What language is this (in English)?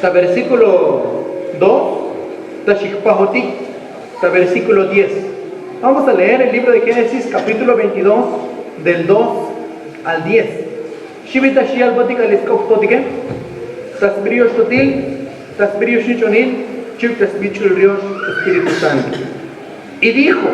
Tzotzil